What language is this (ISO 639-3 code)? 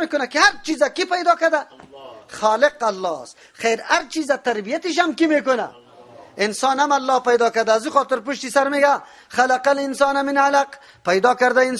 fas